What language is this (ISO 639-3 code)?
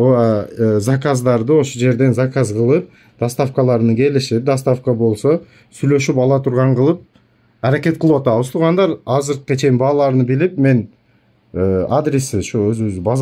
kir